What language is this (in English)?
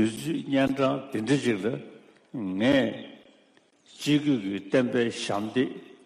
Tibetan